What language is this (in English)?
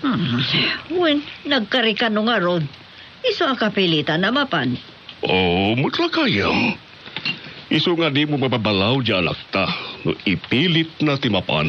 Iloko